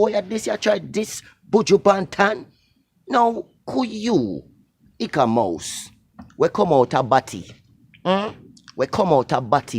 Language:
Jamaican Creole English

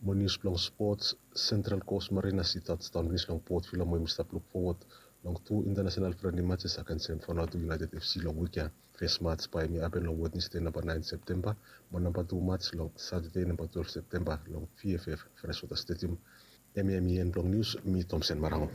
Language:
Bislama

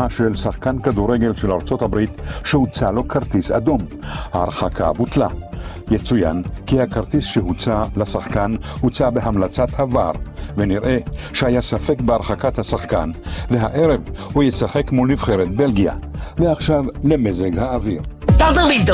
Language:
Hebrew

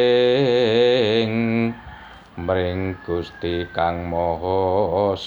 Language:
Javanese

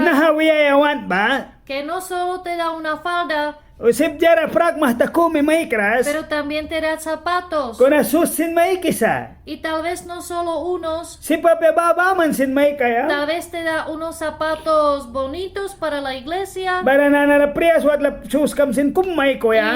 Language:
Mískito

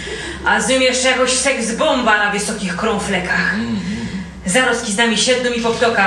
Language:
Silesian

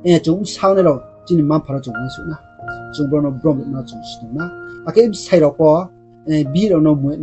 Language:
Riang (India)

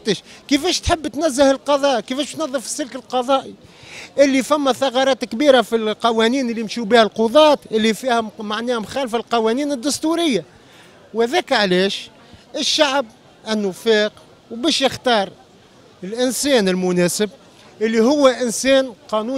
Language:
Tunisian Arabic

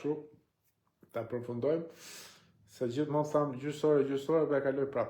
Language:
Albanian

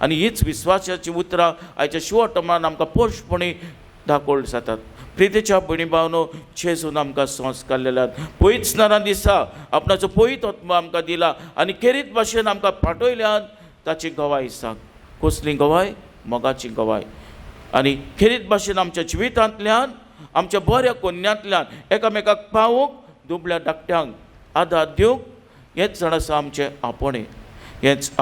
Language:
Konkani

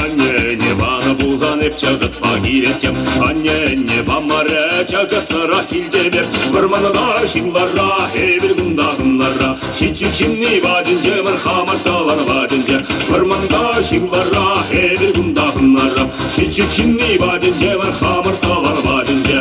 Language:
Chuvash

